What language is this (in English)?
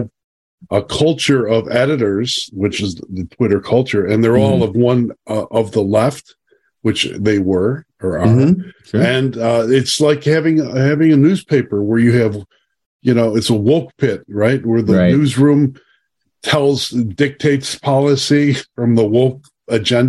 English